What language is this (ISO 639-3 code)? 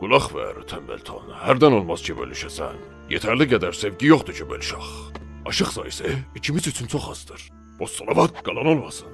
azb